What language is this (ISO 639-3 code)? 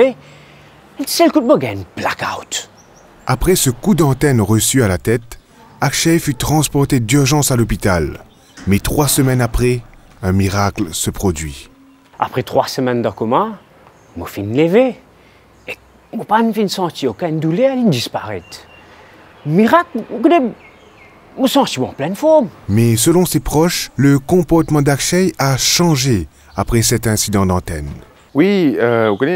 mfe